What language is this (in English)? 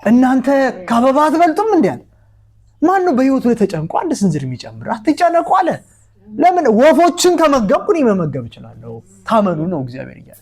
Amharic